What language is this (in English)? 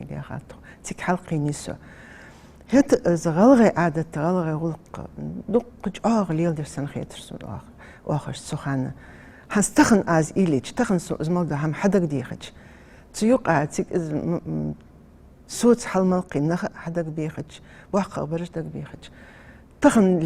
Ingush